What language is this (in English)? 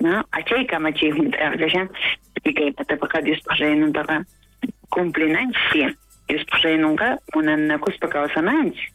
South Bolivian Quechua